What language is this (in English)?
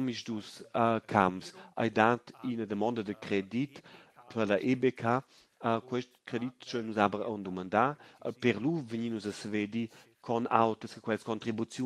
Romansh